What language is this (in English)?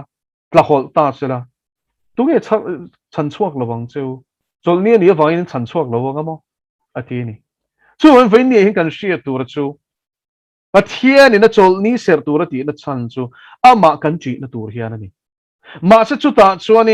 Mizo